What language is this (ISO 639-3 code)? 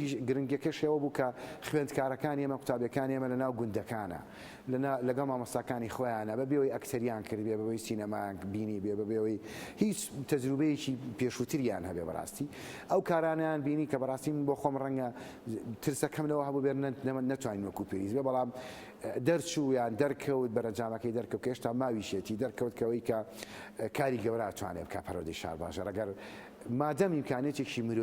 ckb